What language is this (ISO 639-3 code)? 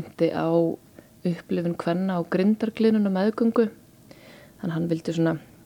isl